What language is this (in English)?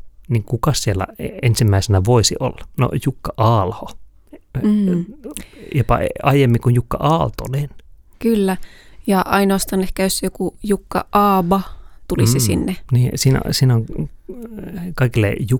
Finnish